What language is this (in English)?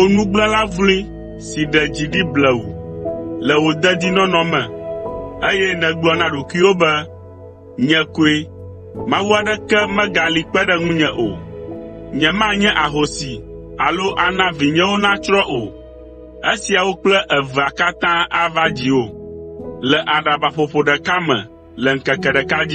Ewe